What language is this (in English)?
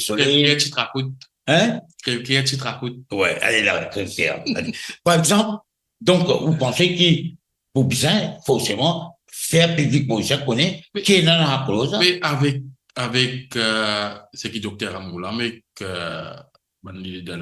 Morisyen